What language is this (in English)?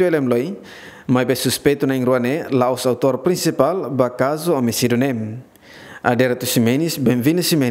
Tetum